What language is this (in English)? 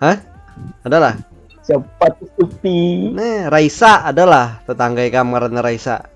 Banjar